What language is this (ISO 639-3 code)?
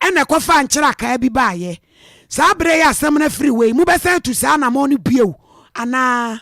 aka